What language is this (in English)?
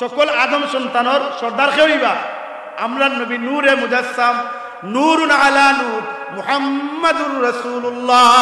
Sylheti